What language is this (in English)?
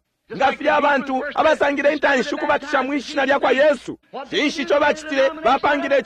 Bemba